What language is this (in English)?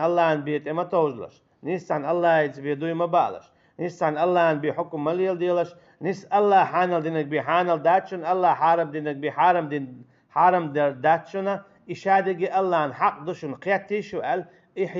Chechen